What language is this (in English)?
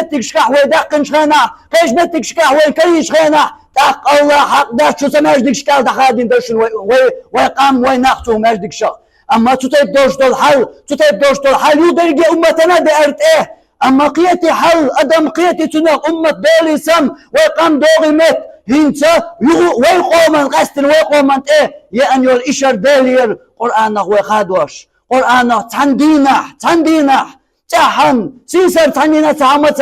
Chechen